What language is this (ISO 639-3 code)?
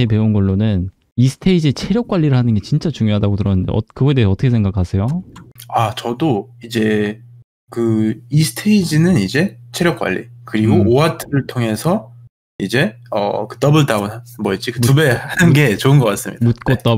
kor